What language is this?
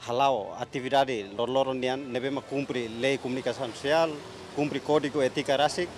Tetum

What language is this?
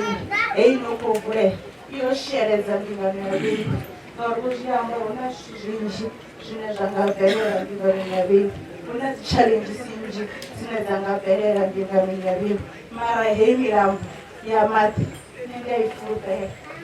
Venda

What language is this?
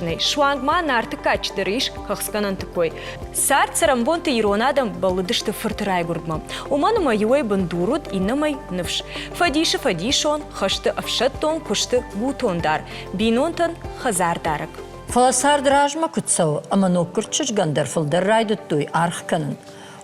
Ossetic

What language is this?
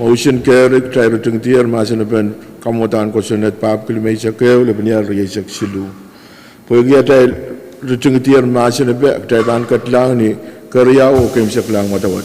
Pohnpeian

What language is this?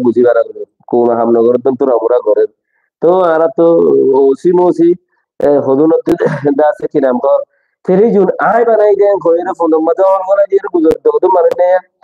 Rohingya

